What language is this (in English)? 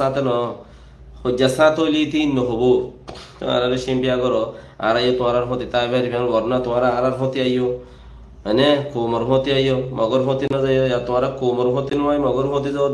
Rohingya